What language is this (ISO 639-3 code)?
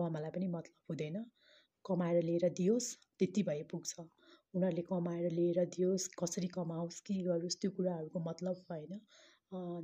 nep